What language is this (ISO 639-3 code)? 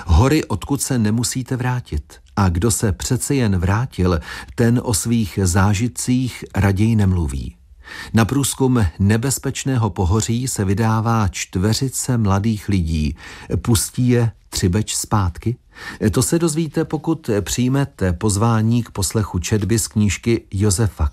ces